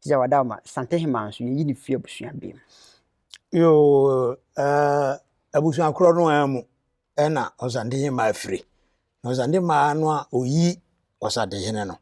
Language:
Akan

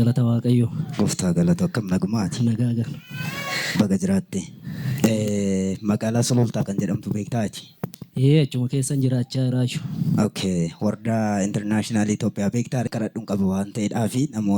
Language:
Oromo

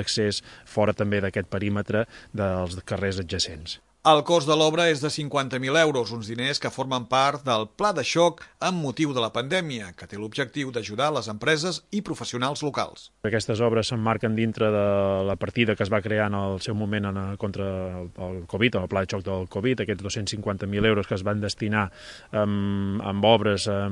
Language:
Catalan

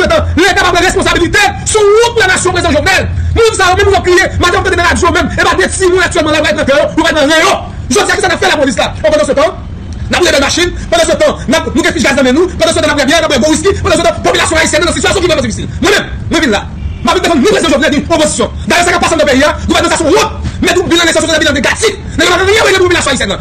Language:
Haitian Creole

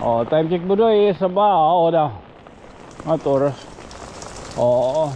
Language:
Waray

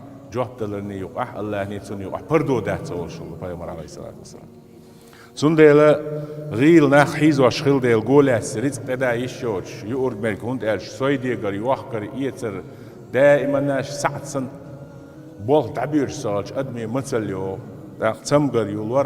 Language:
Chechen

